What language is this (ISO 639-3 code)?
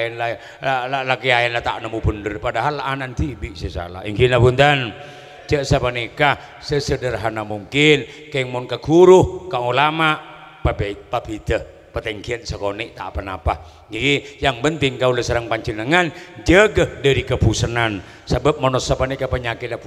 mad